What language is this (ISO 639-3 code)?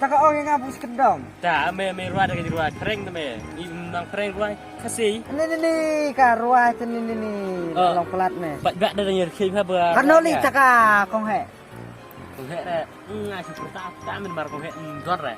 kha